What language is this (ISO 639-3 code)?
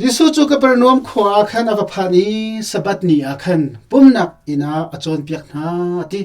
cnh